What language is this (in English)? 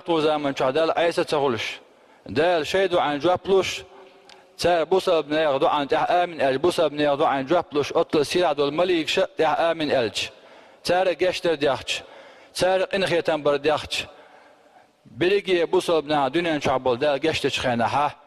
Chechen